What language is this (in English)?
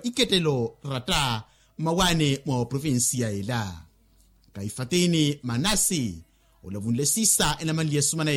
Makhuwa